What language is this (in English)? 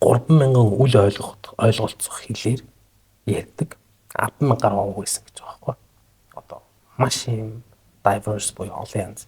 Mongolian